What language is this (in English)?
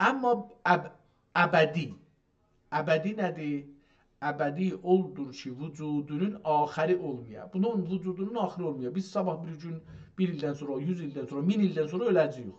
South Azerbaijani